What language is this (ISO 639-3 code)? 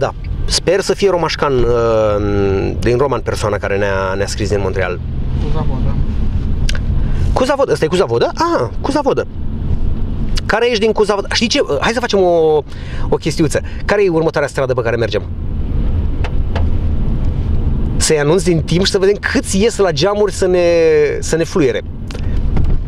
ron